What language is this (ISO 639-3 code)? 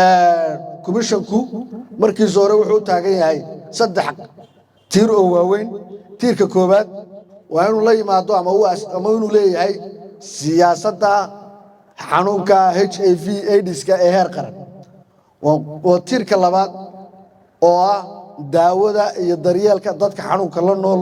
som